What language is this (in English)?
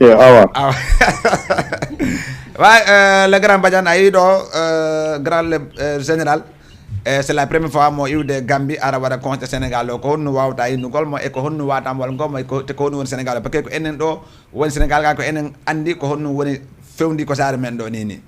Fula